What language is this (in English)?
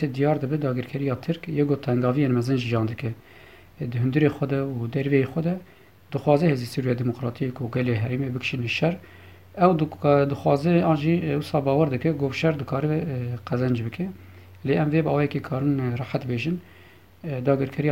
Kurdish